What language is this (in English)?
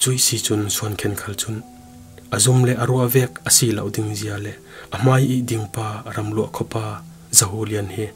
Falam Chin